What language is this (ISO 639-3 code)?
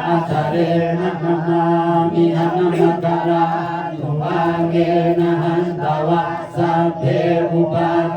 pli